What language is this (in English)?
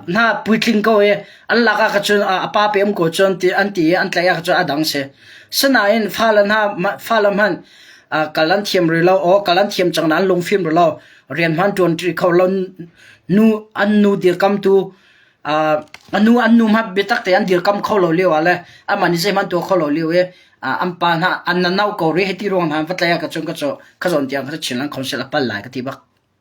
Hakha Chin